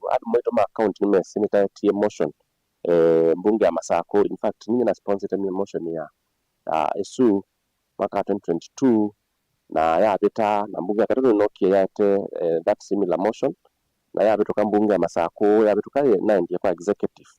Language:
Kamba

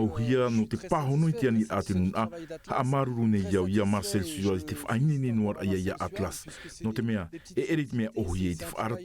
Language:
Tahitian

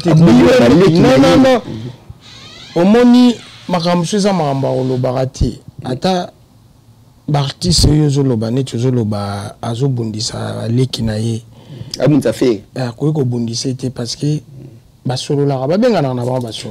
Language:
Lingala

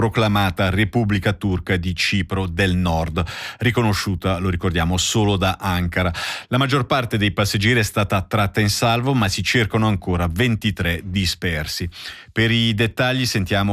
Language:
Italian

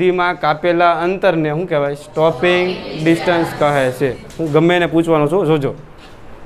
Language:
Gujarati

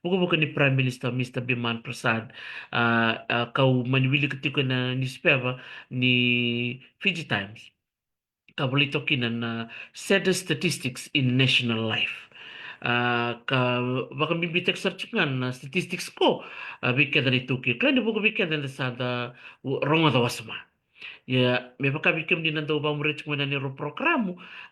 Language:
Fijian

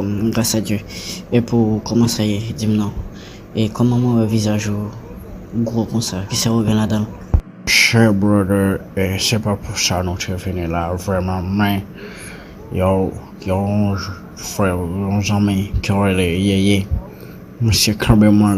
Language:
Haitian Creole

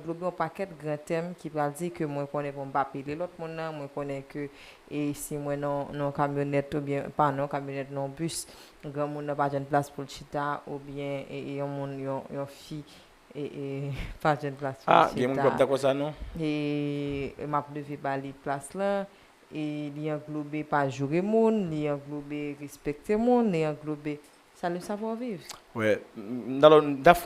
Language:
Haitian Creole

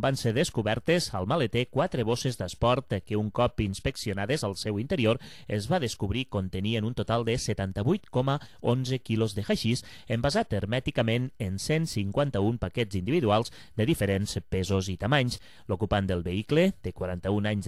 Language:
Catalan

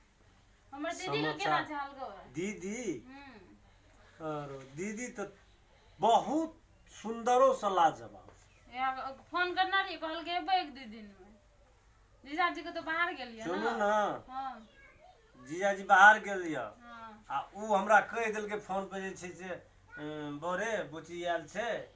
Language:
Maithili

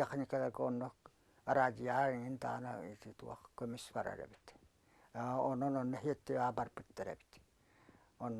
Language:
Yakut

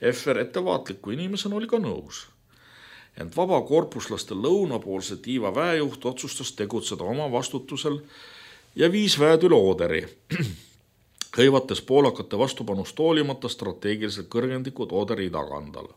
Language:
Estonian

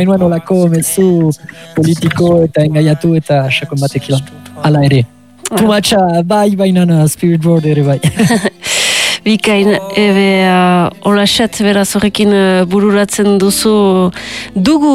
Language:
Basque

